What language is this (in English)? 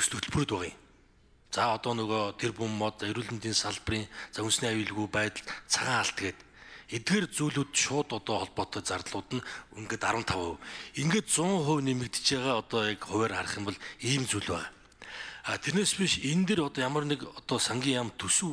Mongolian